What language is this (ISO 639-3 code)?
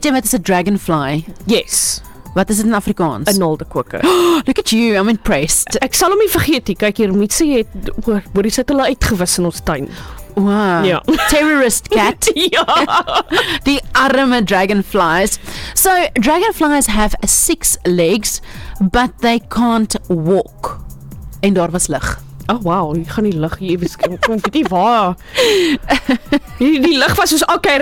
afr